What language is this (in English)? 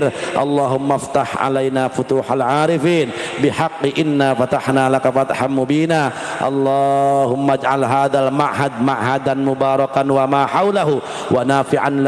Sundanese